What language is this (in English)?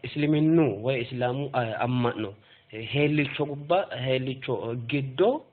Sidamo